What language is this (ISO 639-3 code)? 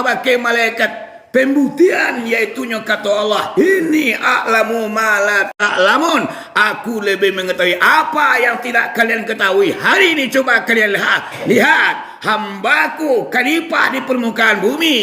min